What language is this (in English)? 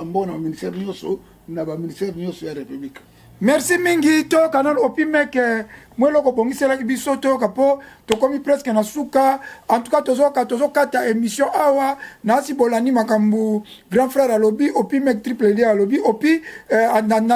Lingala